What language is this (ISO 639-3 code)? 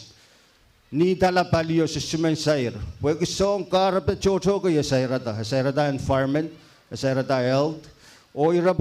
pon